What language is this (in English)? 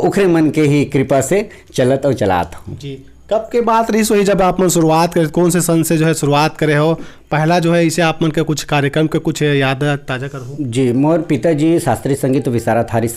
Chhattisgarhi